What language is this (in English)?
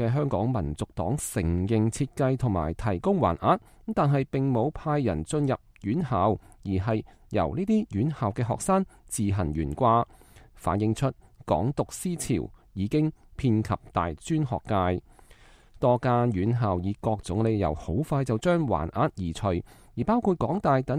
Cantonese